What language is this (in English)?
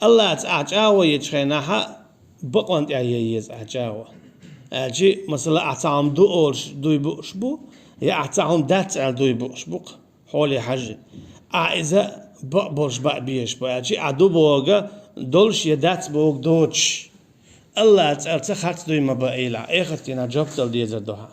Chechen